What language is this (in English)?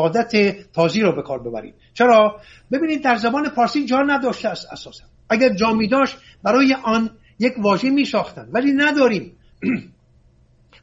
Persian